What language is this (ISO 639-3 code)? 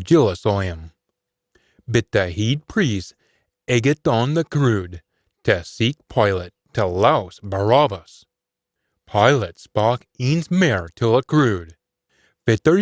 sco